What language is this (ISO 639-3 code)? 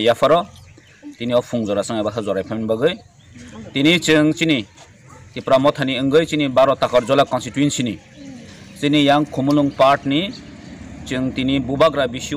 trp